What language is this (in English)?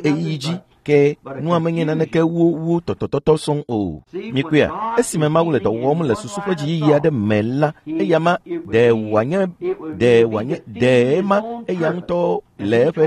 Ewe